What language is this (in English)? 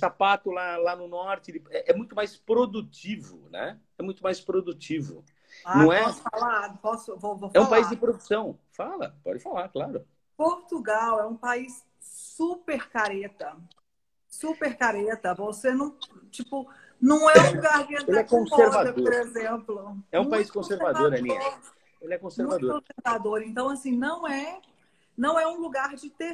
Portuguese